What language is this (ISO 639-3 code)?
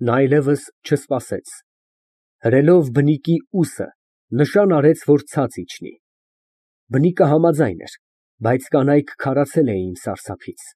hye